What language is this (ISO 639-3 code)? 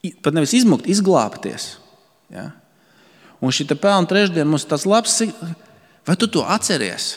lav